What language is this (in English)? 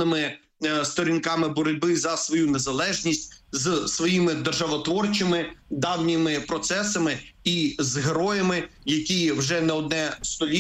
Ukrainian